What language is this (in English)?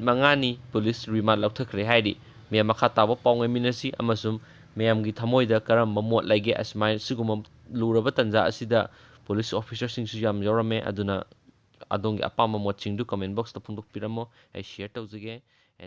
Manipuri